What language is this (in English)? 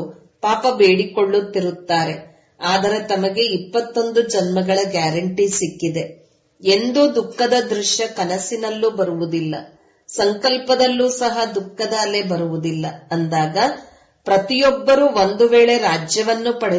Kannada